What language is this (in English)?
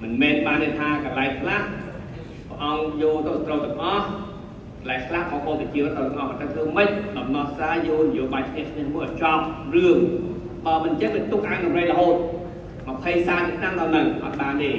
Khmer